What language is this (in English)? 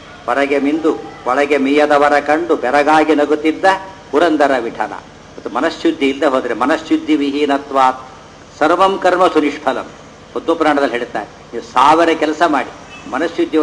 Kannada